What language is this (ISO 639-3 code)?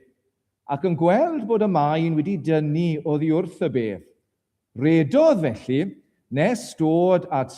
cym